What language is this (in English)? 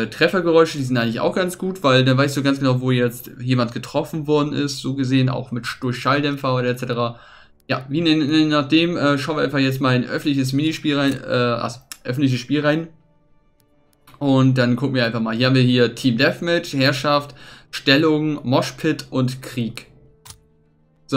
German